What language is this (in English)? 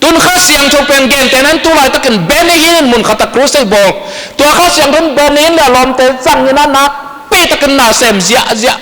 Tedim Chin